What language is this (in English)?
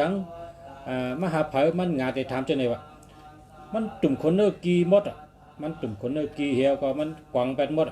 Shan